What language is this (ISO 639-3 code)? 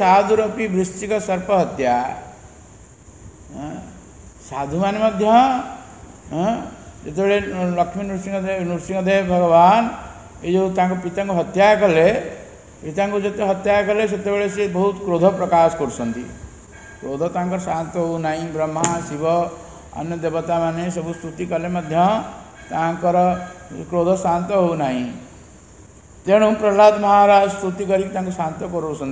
ori